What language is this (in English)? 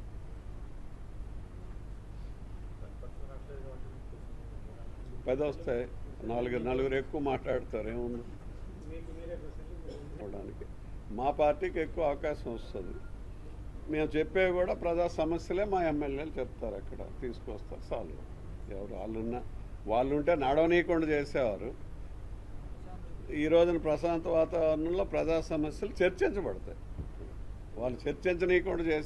Telugu